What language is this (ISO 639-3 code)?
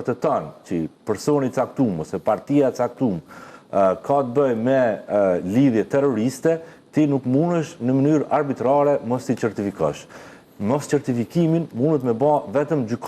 sqi